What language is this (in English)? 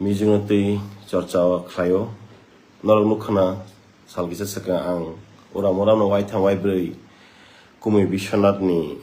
Kok Borok